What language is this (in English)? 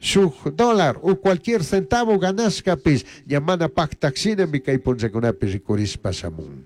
Chimborazo Highland Quichua